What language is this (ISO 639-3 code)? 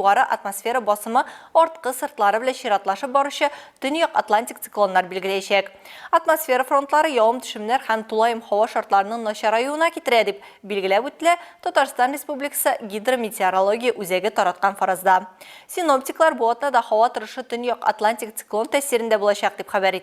tat